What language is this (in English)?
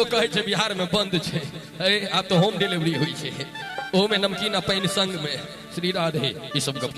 Maithili